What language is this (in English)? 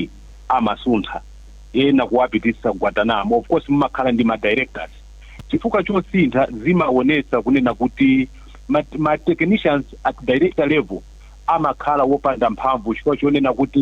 Nyanja